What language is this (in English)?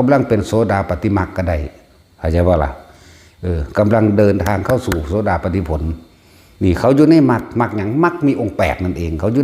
Northeastern Thai